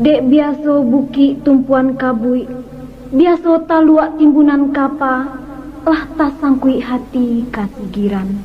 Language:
Minangkabau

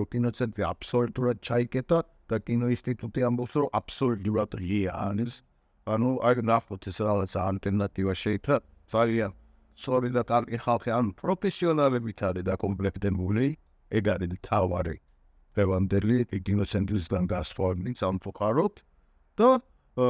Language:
Georgian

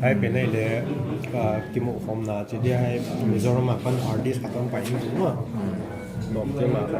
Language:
Paite Chin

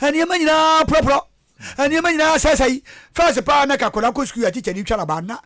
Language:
Akan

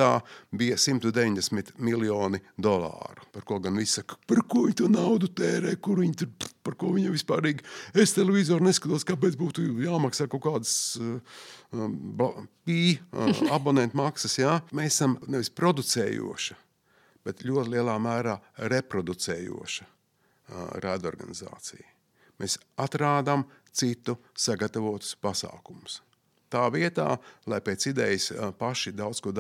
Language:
Latvian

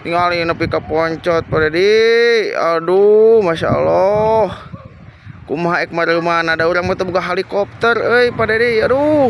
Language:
Sundanese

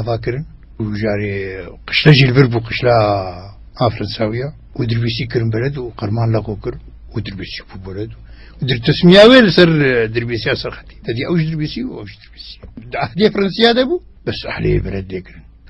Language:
Kurdish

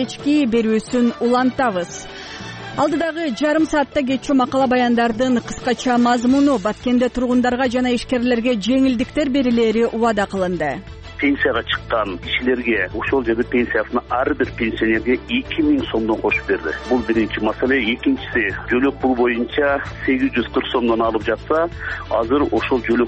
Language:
Kyrgyz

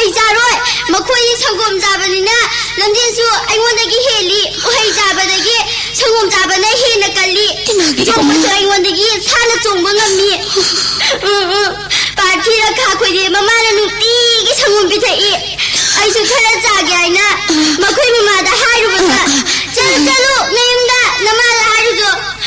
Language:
Manipuri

